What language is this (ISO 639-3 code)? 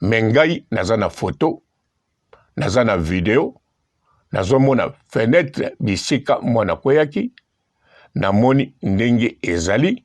lin